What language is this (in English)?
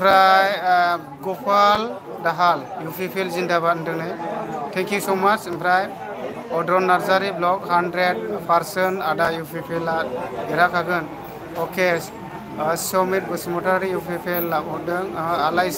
Bodo